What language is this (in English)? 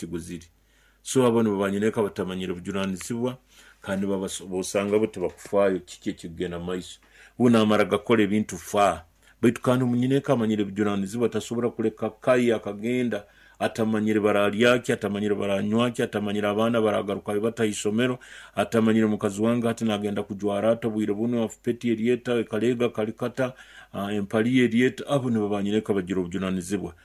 Nyoro